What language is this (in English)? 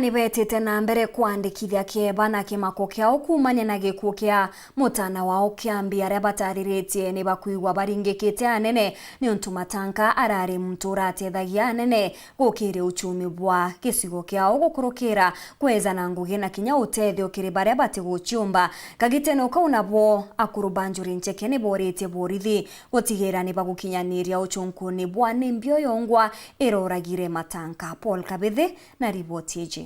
Meru